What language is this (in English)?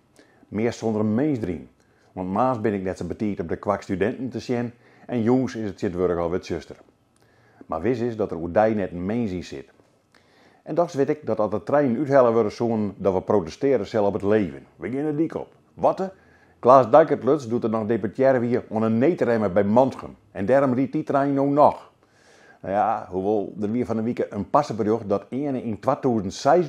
Western Frisian